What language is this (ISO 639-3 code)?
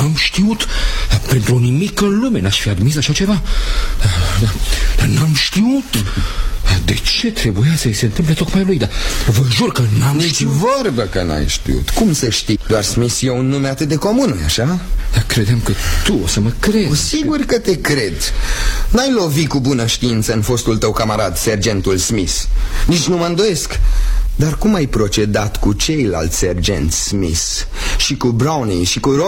ron